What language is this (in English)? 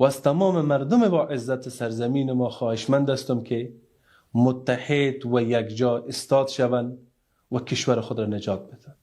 Tajik